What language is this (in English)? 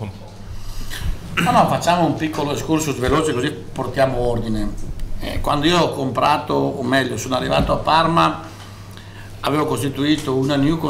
Italian